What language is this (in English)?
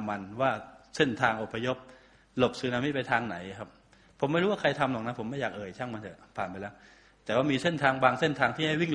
Thai